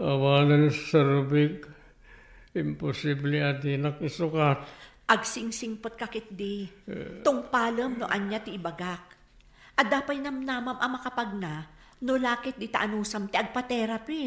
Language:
Iloko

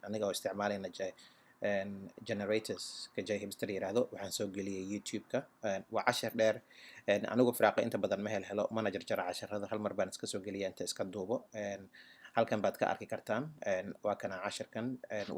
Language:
Somali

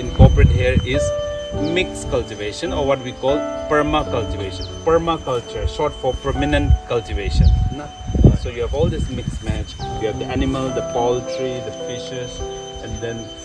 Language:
Naga Pidgin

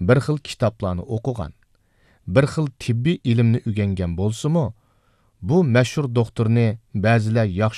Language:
Uyghur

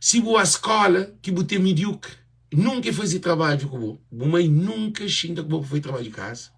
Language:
Kabuverdianu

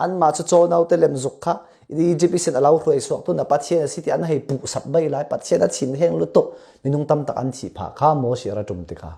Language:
Falam Chin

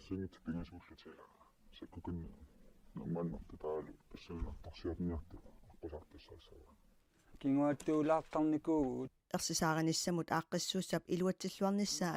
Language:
Kalaallisut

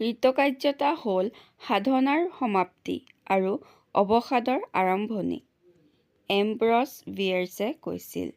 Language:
Assamese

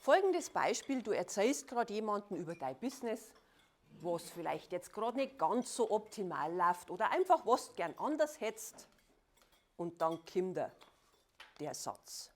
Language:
Bavarian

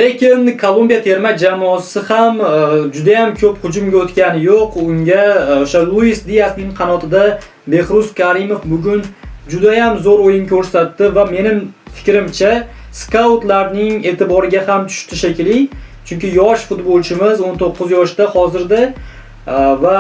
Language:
Uzbek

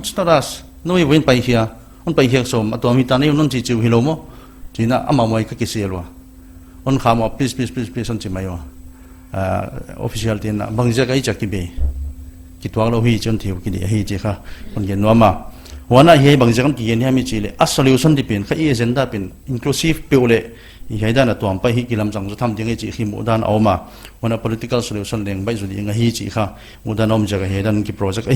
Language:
Paite Chin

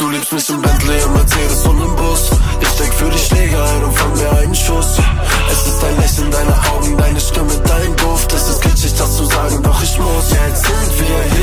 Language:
German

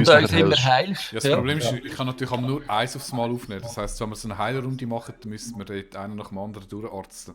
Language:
Swiss German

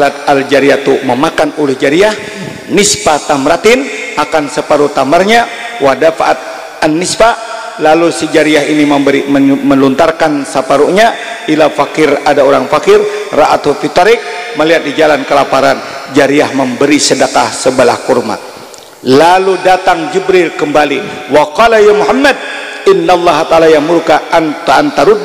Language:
Banjar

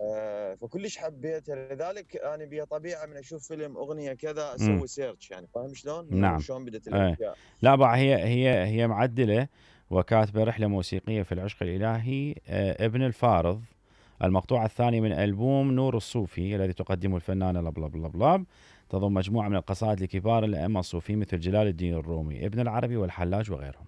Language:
Mesopotamian Arabic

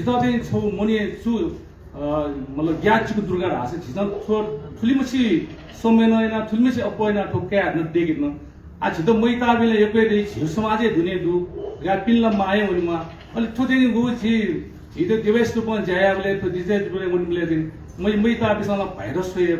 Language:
Newari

